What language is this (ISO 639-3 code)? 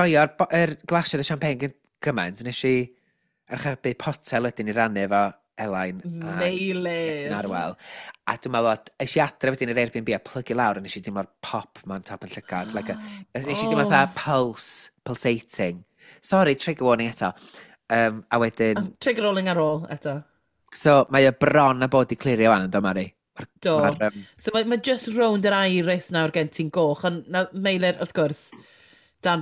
cym